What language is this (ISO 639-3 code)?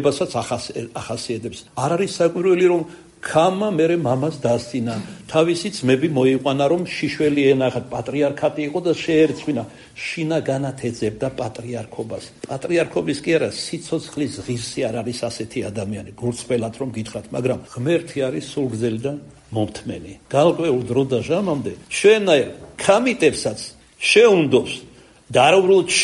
kat